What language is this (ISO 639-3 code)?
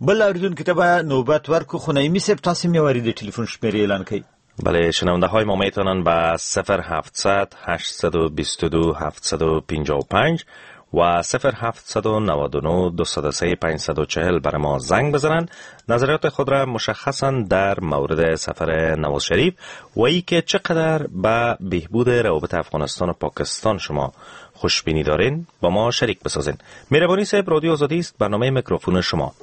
fas